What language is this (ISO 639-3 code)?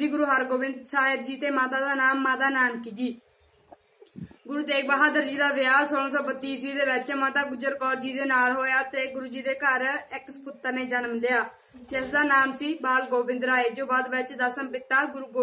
pan